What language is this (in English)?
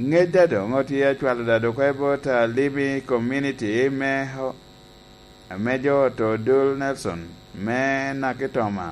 Lango (Uganda)